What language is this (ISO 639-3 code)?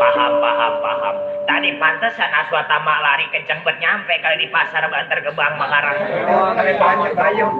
bew